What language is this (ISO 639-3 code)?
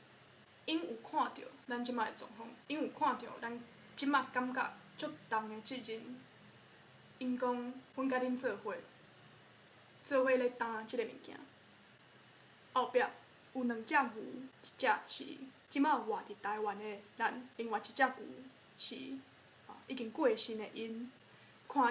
nan